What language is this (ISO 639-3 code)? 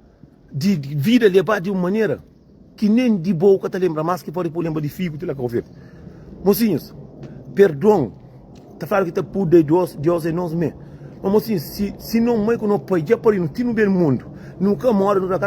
kea